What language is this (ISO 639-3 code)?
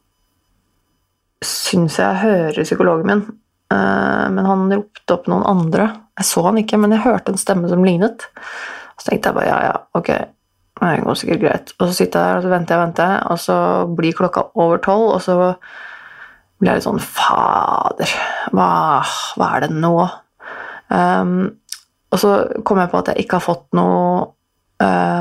nor